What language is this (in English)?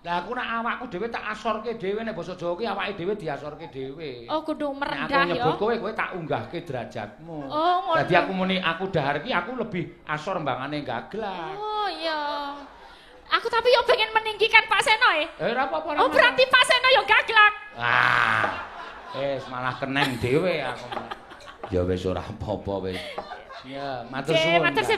Javanese